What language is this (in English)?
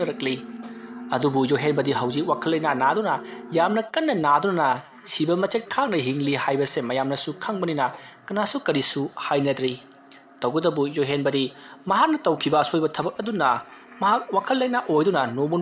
Manipuri